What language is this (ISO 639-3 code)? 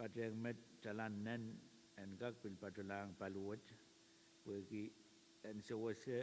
pon